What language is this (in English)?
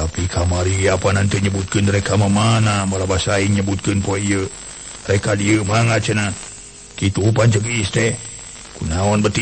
Sundanese